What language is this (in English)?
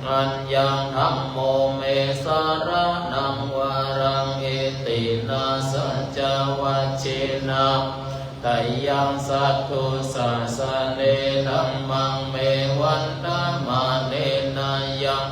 Pali